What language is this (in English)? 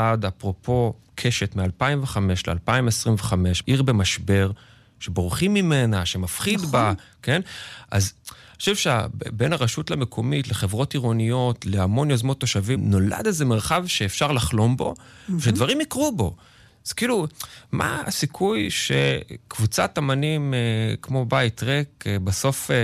Hebrew